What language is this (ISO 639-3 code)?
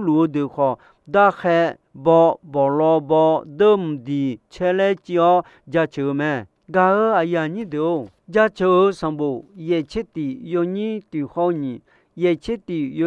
ahk